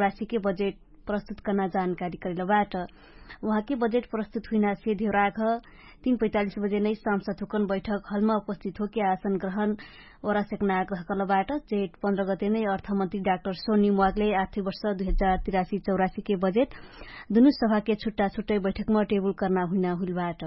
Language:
Dangaura Tharu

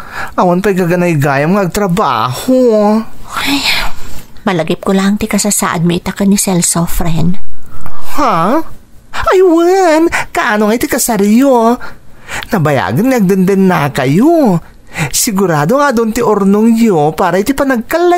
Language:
Iloko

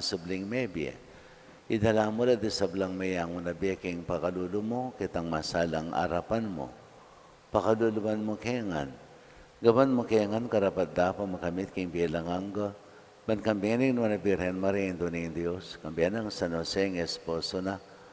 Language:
Pampanga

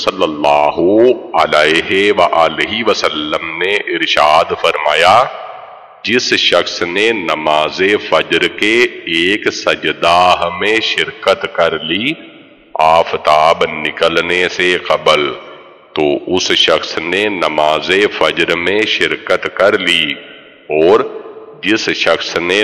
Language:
Urdu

